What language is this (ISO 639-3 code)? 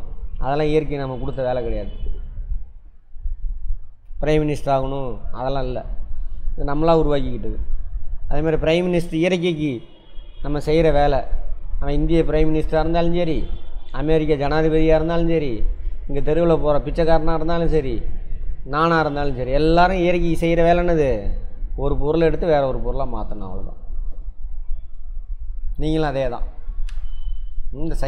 tam